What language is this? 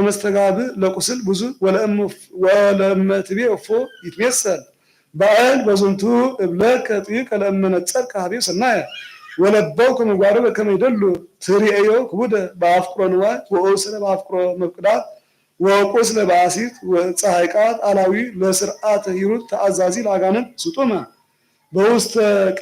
Geez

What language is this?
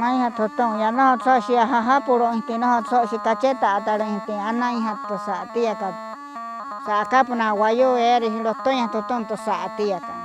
Wayuu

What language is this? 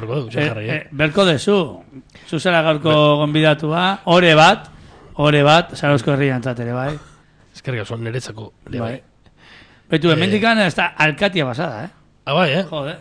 Basque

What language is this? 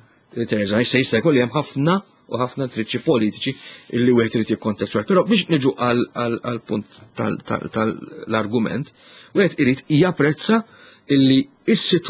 Maltese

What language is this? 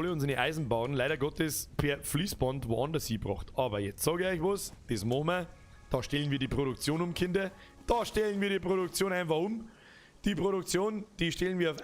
Bavarian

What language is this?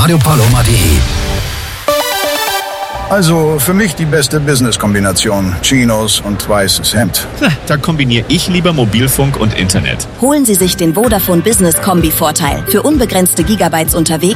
German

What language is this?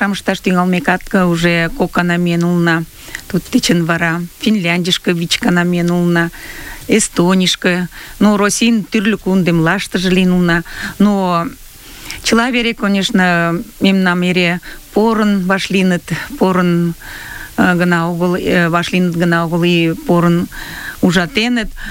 Mari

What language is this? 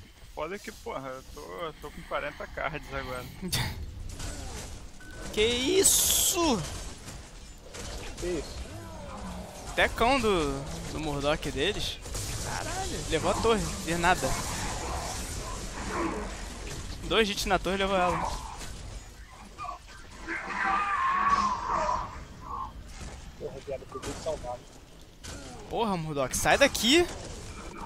Portuguese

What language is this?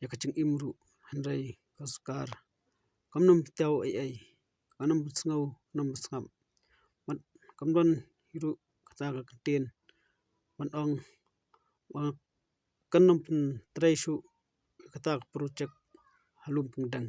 Khasi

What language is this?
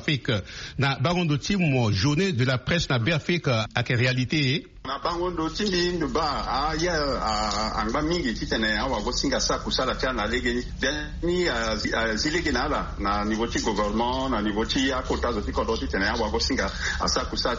Sango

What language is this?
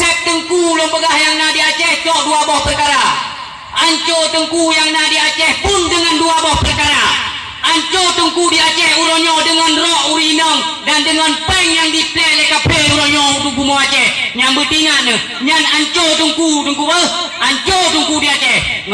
Achinese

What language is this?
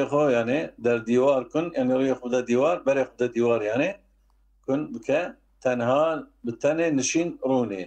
Kurdish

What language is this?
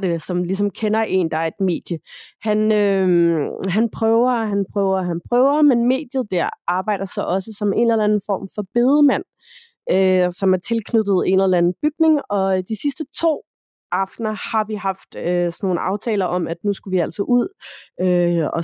Danish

